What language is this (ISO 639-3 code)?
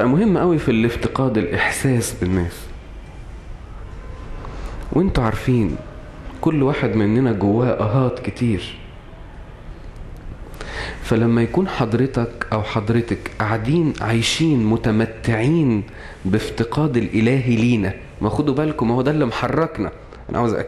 arz